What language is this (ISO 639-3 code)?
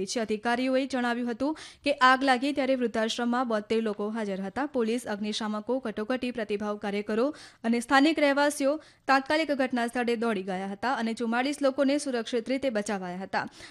guj